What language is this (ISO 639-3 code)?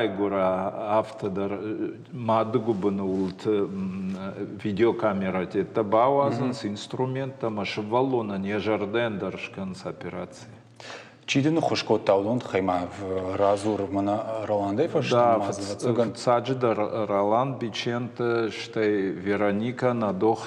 oss